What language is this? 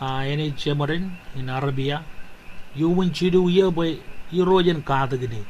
Marshallese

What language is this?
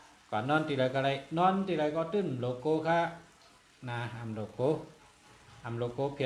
Shan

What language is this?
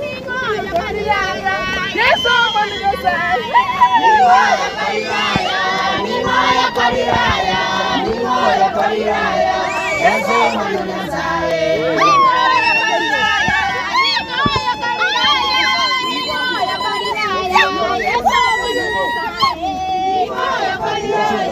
Gusii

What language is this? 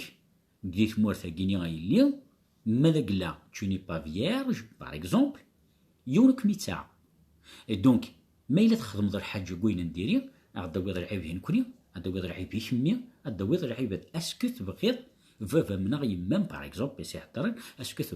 Kabyle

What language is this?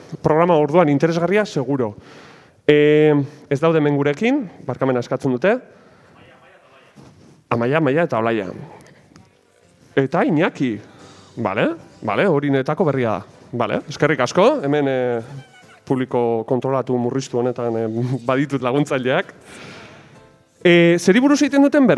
Basque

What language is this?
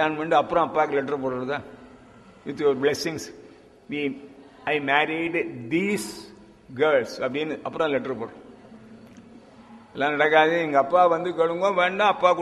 Tamil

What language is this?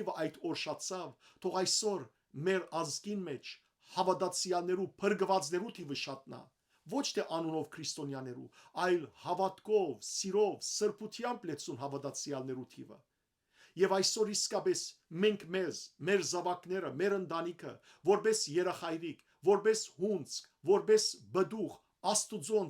Western Armenian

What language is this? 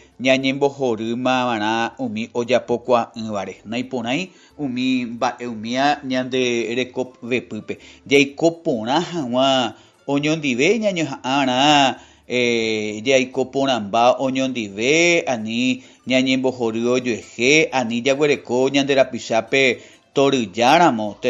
Guarani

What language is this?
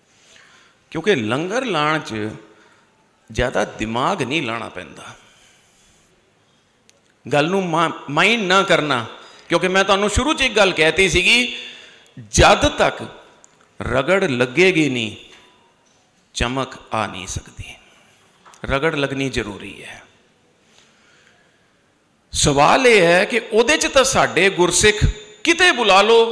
Punjabi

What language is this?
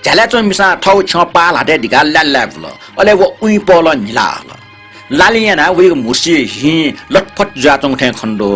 Newari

